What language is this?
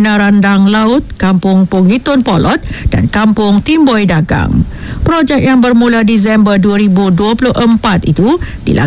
Malay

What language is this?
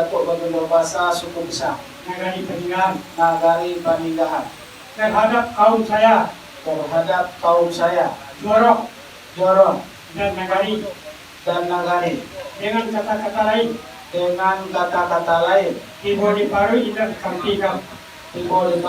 Minangkabau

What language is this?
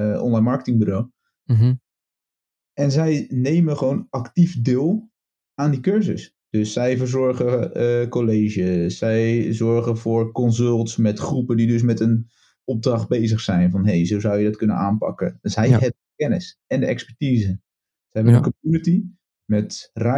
Dutch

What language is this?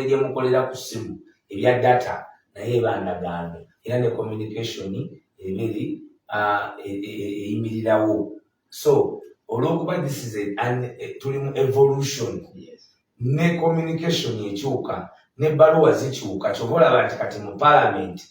Ganda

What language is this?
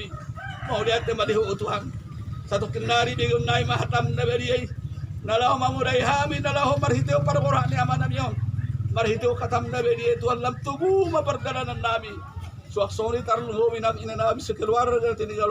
Batak Toba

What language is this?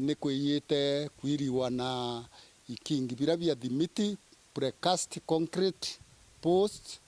Meru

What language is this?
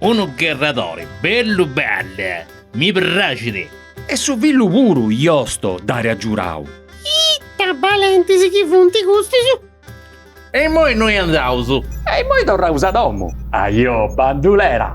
Sardinian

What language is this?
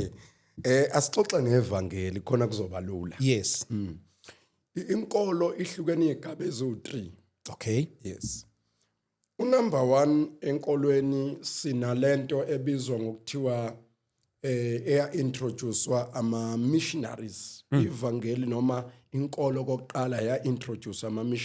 Zulu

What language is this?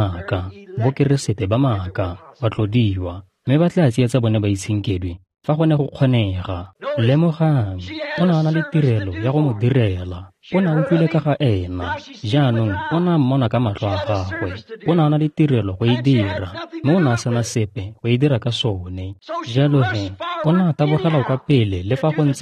Tswana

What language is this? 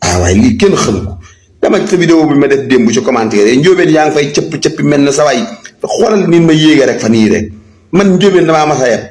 Wolof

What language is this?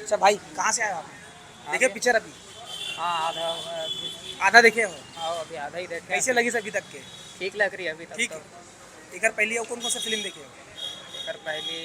Chhattisgarhi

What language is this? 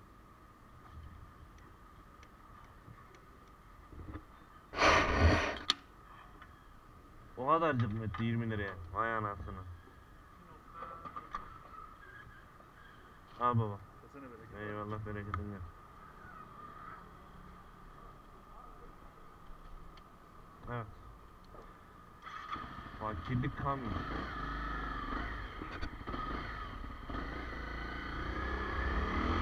Turkish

